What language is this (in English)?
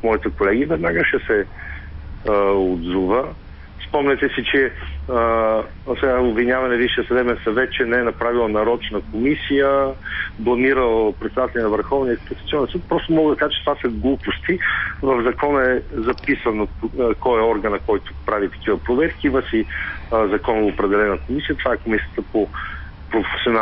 Bulgarian